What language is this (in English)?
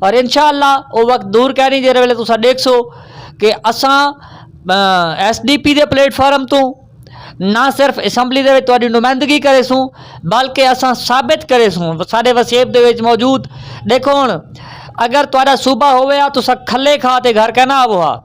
Saraiki